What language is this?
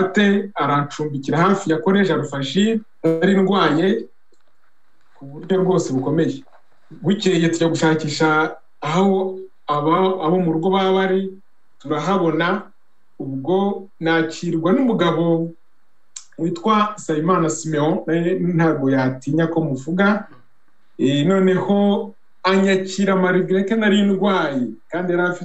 Kinyarwanda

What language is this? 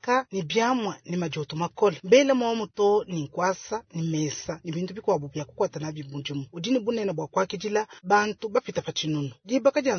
Luba-Lulua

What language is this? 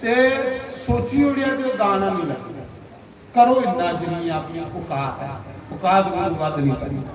Dogri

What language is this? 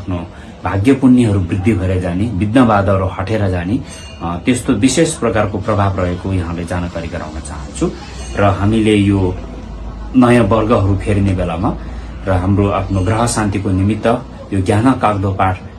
Nepali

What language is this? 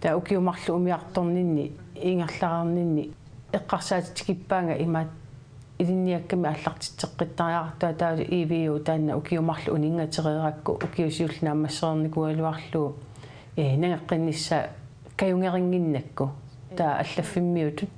Kalaallisut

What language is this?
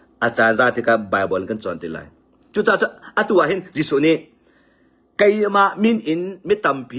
Hakha Chin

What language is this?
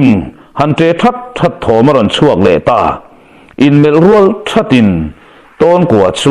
Mizo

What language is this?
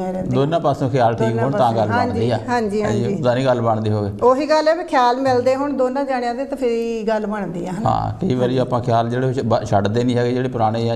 Punjabi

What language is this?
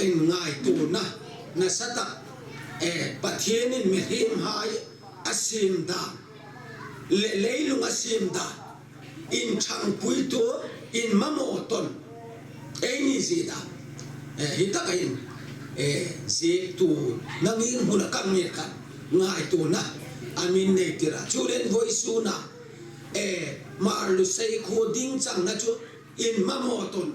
Hmar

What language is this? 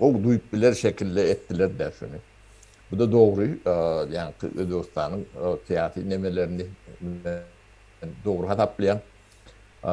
Turkmen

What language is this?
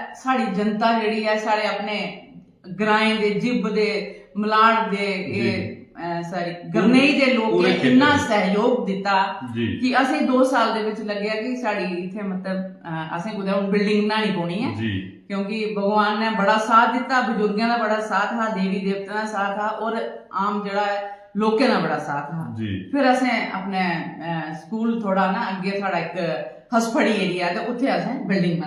Dogri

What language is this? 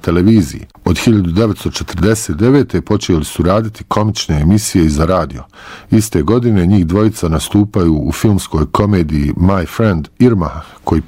Bosnian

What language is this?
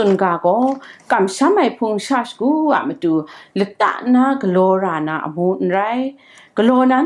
Kachin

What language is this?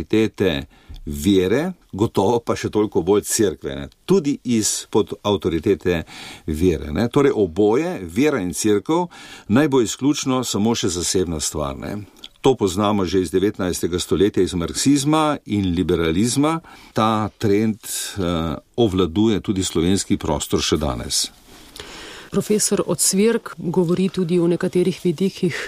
Slovenian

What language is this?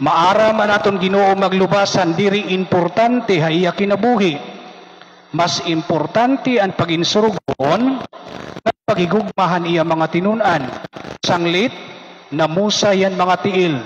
Waray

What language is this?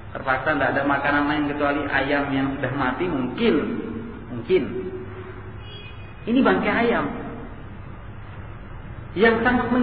Indonesian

